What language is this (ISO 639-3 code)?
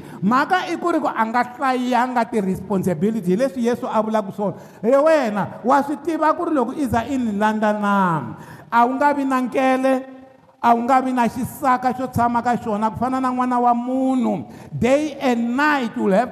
tso